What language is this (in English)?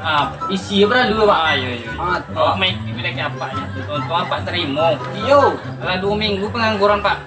Minangkabau